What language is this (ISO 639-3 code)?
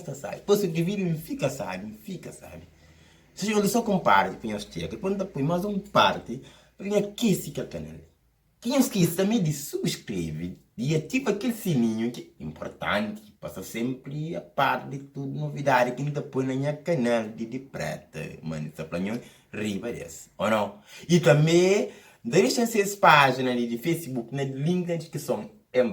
kea